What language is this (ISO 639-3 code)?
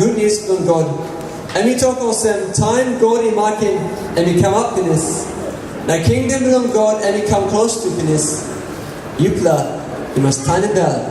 tpi